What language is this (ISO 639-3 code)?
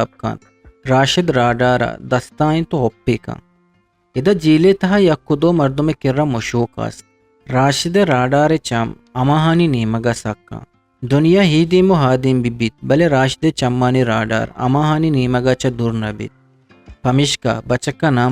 bgp